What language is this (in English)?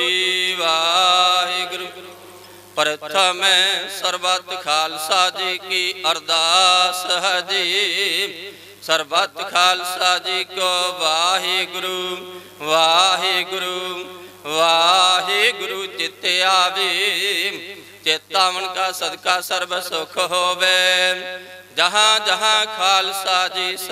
Punjabi